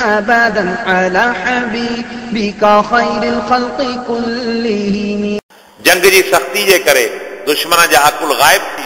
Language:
Sindhi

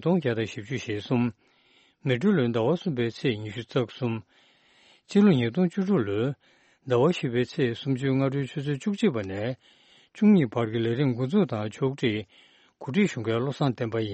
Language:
Tibetan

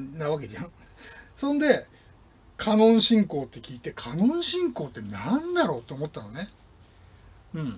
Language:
Japanese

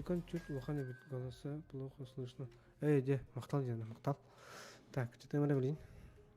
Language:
Yakut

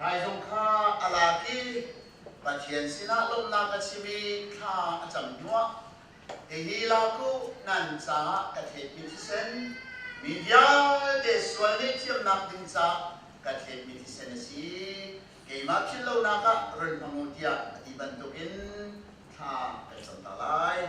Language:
Hakha Chin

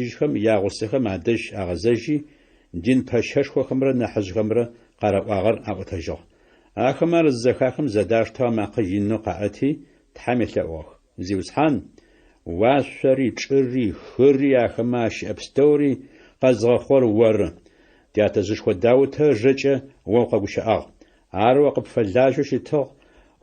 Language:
Adyghe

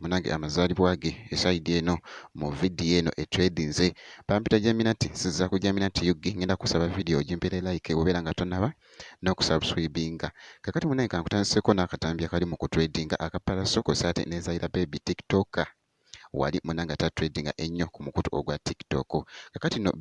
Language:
Ganda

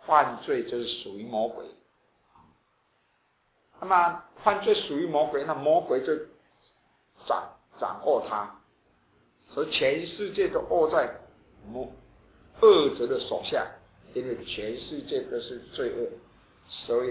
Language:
Chinese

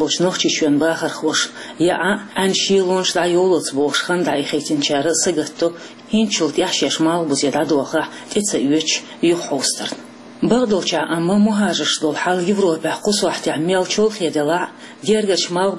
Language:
Chechen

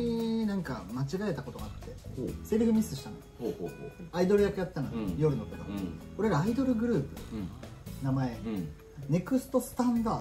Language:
Japanese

